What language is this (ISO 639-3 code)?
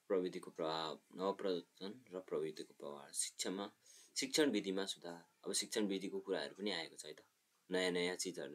nep